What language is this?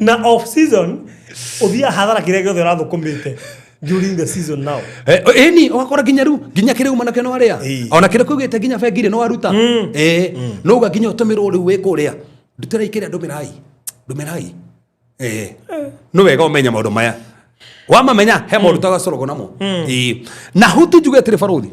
Kikuyu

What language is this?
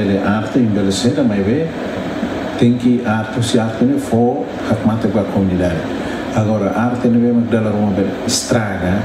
Tetum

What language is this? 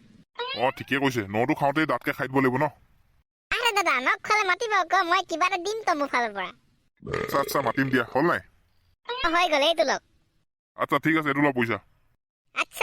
Assamese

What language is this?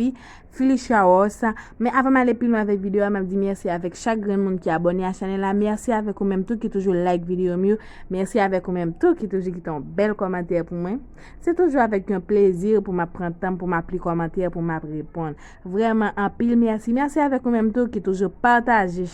Haitian Creole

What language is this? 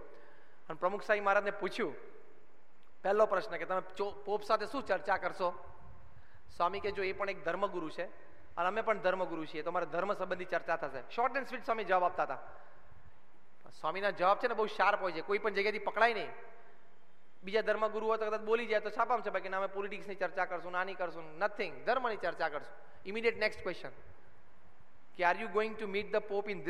Gujarati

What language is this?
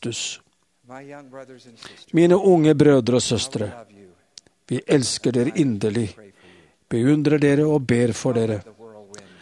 Norwegian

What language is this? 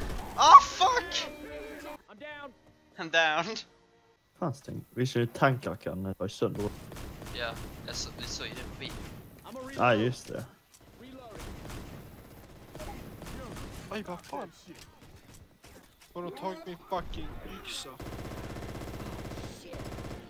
Swedish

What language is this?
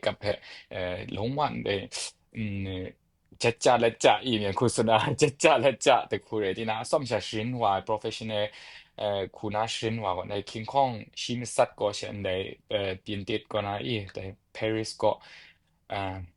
Kachin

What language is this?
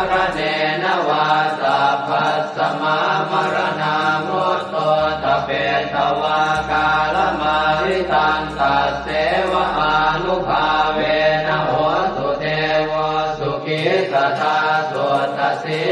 Pali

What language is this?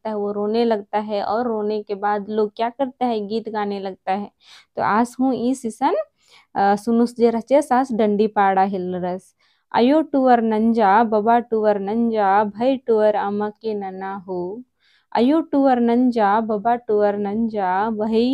Kurukh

